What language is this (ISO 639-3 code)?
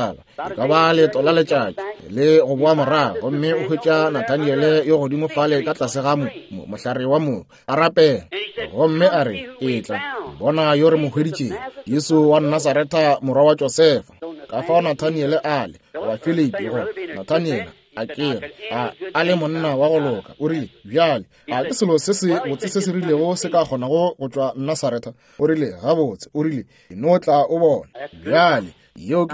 nso